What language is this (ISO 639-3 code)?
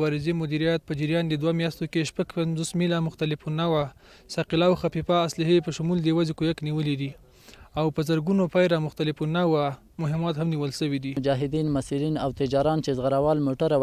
pus